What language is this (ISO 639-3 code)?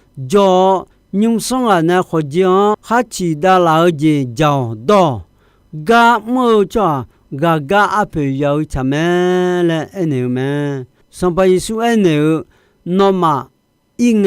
ahk